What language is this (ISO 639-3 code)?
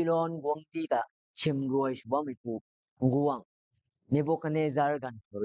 nbu